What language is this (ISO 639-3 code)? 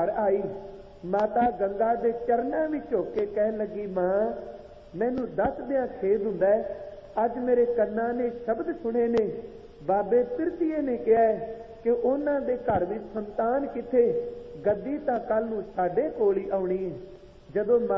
pan